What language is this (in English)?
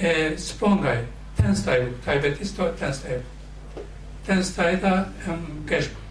Kurdish